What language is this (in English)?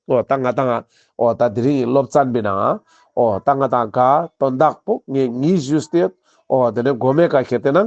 Ladakhi